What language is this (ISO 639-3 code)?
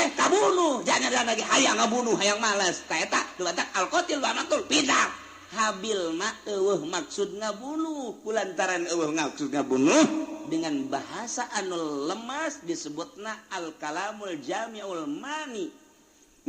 sun